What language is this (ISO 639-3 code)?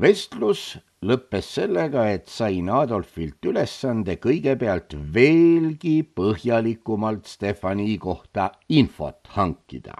est